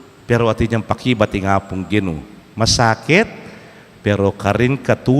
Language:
Pampanga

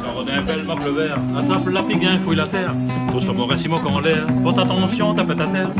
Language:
Réunion Creole French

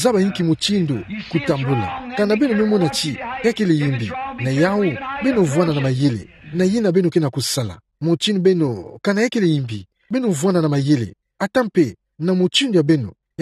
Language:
Kituba (Democratic Republic of Congo)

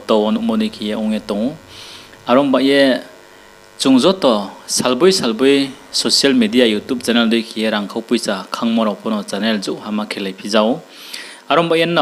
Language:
Riang (India)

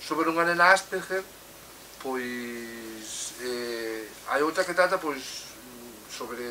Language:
Galician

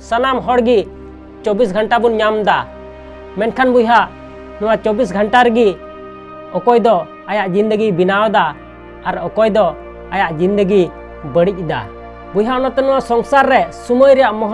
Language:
Santali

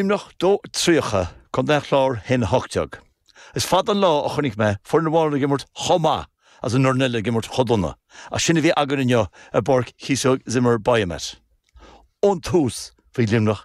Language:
Irish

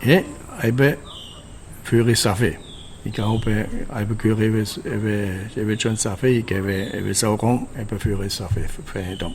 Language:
Chuukese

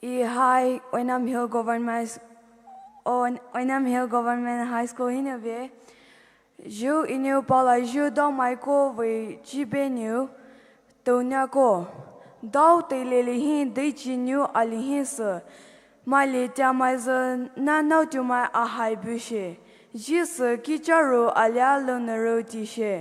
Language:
Poumei Naga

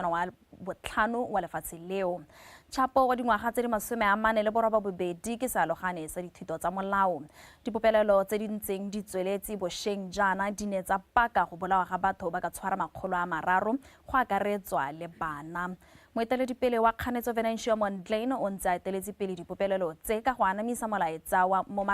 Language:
Tswana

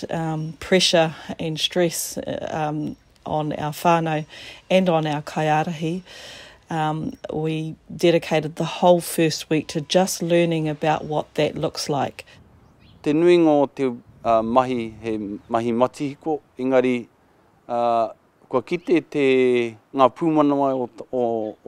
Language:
Māori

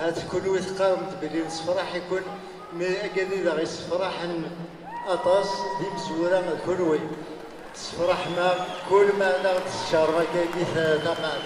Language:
Kabyle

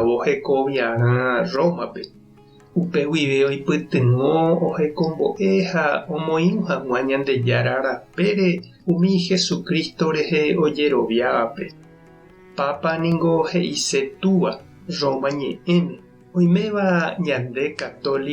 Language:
Guarani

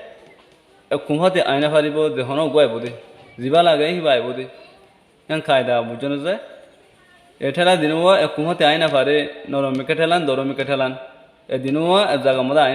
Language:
Rohingya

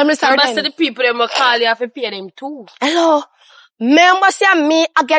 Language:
Jamaican Creole English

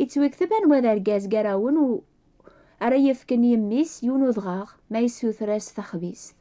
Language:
Kabyle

